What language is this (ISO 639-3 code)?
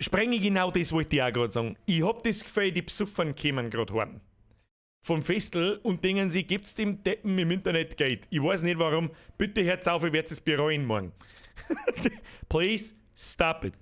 bar